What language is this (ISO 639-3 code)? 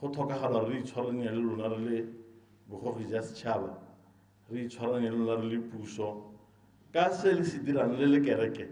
tsn